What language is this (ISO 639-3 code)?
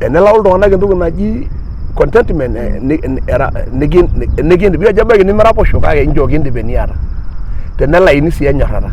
mas